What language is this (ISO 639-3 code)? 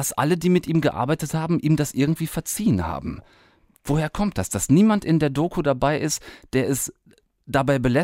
deu